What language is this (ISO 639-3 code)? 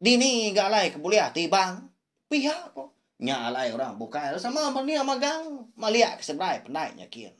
iba